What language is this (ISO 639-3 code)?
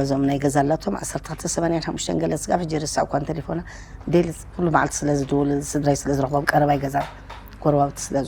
tir